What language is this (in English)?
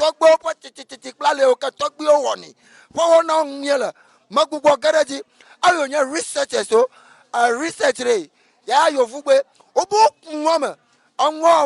Ewe